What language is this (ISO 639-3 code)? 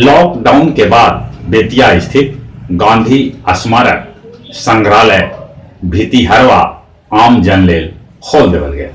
mag